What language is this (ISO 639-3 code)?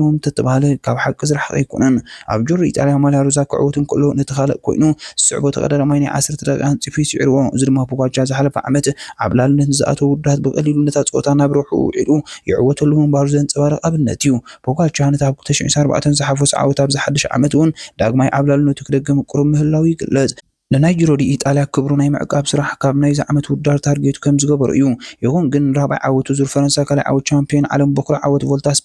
tir